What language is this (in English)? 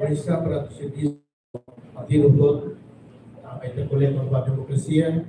Tetum